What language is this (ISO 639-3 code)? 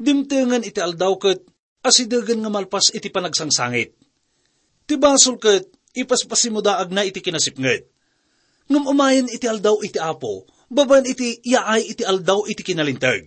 ilo